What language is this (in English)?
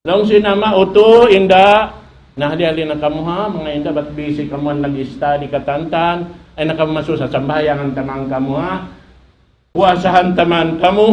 Tausug